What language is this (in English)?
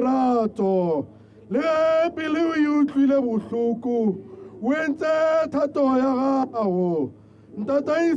Tswana